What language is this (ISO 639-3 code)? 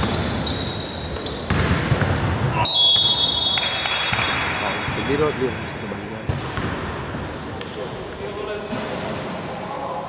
ell